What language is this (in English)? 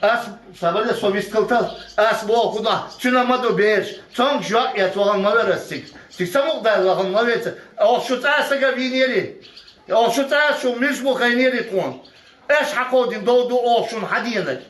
Chechen